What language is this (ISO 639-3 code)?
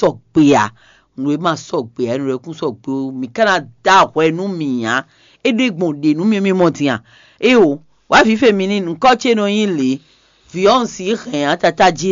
fon